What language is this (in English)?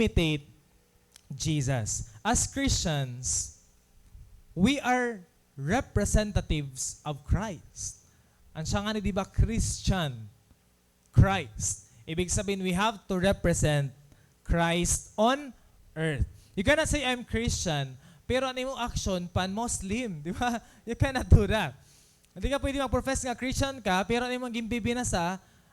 Waray